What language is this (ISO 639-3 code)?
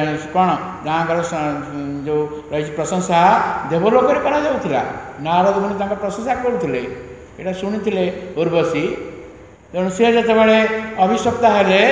ori